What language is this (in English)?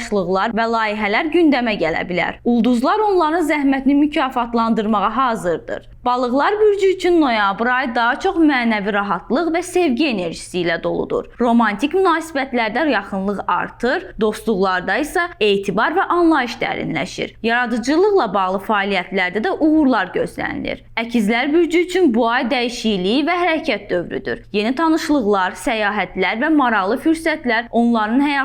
Azerbaijani